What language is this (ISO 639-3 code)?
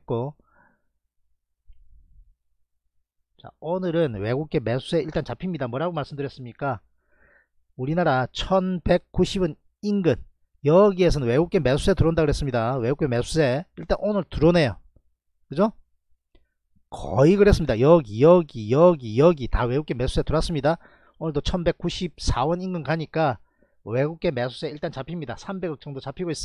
kor